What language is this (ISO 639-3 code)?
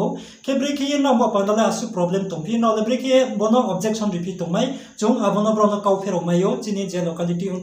ria